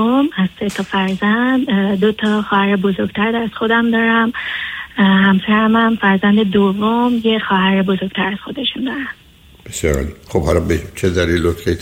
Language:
Persian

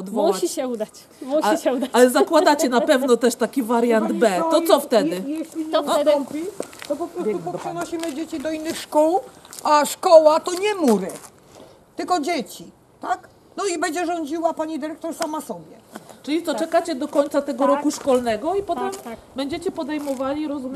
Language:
Polish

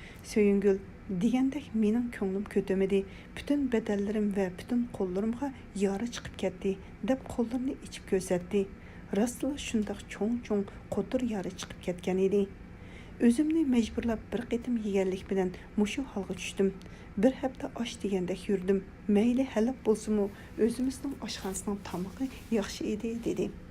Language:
Uyghur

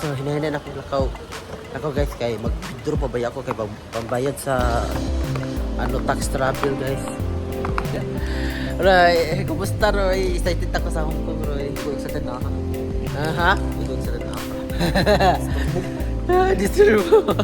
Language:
Cebuano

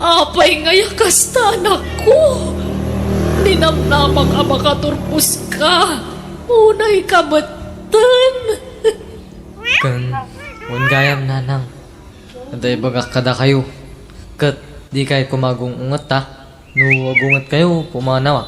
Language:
Iloko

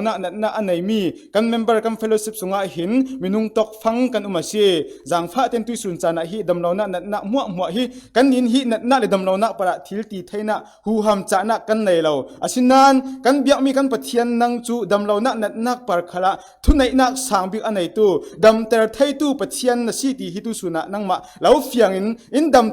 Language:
Falam Chin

